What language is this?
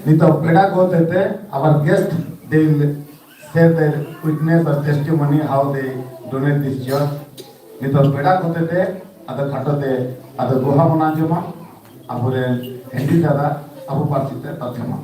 Santali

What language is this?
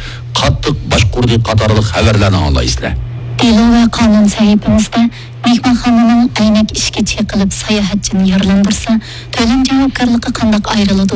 Uyghur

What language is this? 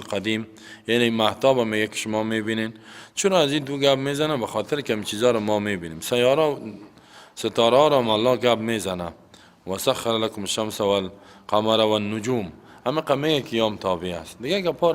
Persian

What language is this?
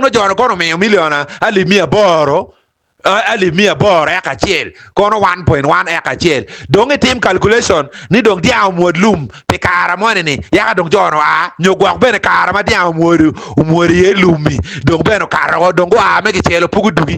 Acoli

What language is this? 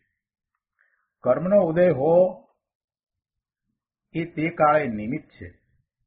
Gujarati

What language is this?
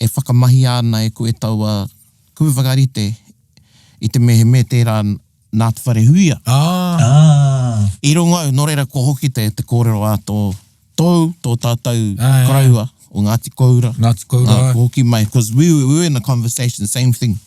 Māori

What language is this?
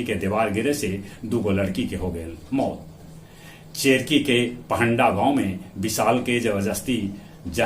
Magahi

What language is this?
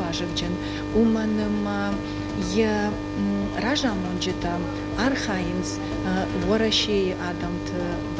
Ossetic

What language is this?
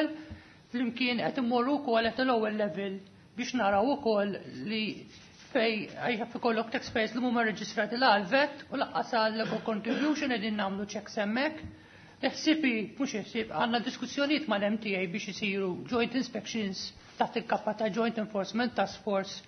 Maltese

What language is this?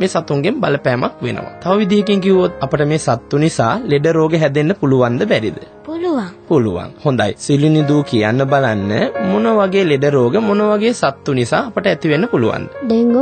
Sinhala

